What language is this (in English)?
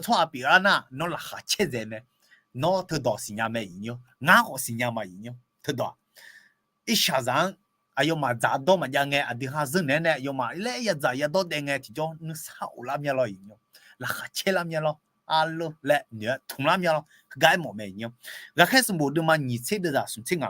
Akha